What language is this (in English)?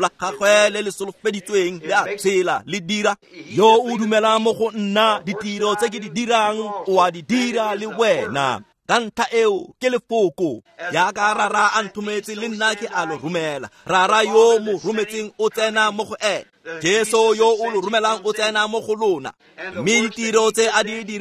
Tswana